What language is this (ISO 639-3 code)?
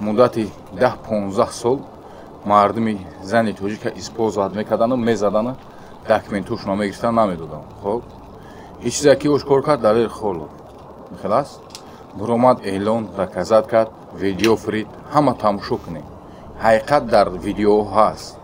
tgk